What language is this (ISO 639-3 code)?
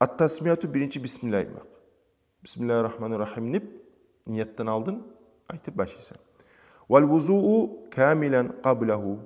kum